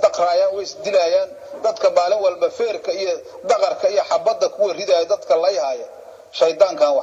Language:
Somali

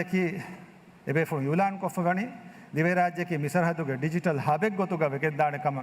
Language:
Divehi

